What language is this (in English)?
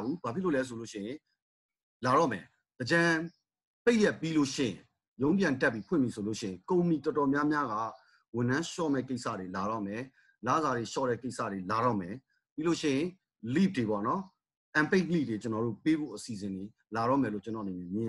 Burmese